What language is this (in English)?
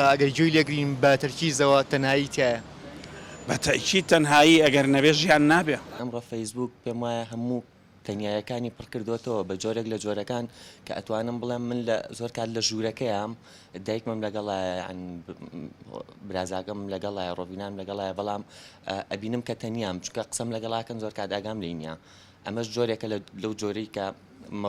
Central Kurdish